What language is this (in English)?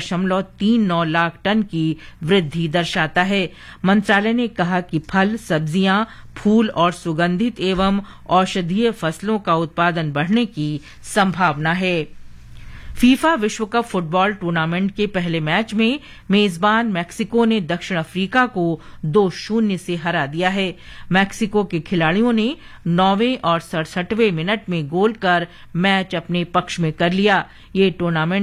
Hindi